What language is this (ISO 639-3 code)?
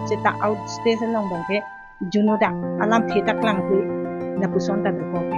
mjw